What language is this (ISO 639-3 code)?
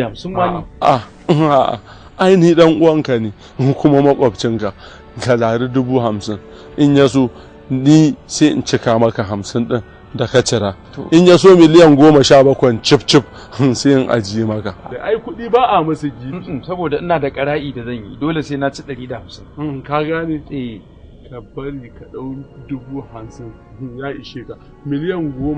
hau